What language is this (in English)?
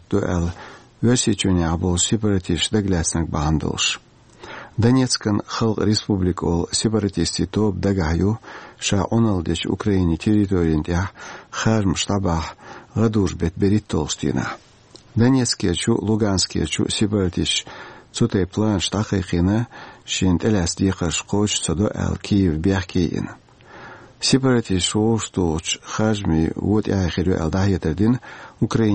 Chechen